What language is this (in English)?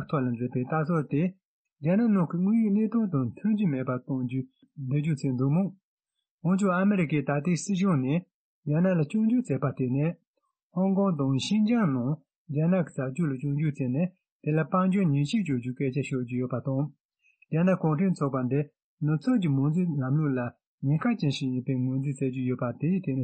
Tibetan